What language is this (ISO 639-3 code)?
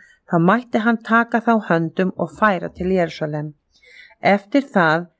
isl